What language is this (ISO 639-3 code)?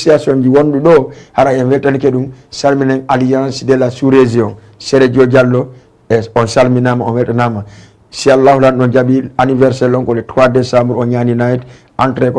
ful